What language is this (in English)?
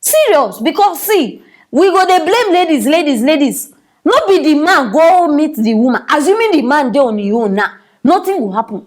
Nigerian Pidgin